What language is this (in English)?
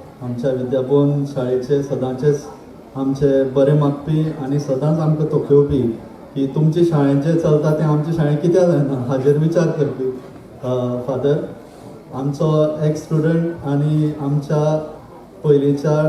Konkani